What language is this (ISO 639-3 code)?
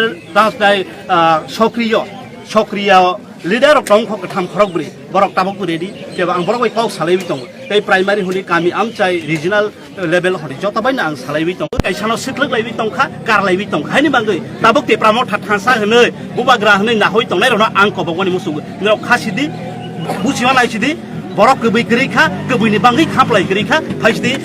ria